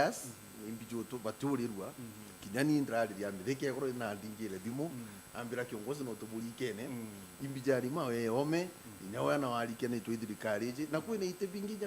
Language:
Meru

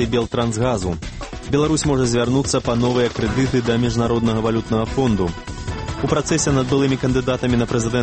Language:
Belarusian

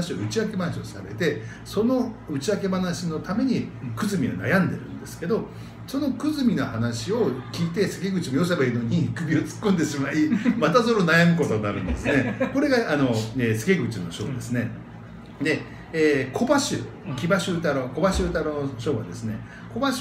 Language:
Japanese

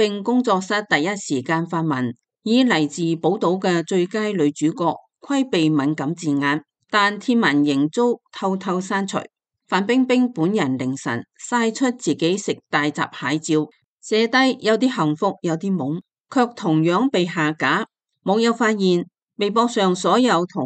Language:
Cantonese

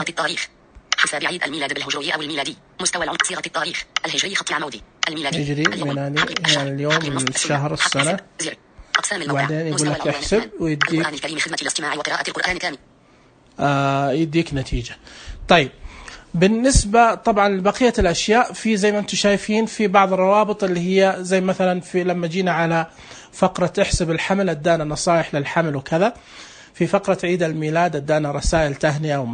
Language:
Najdi Arabic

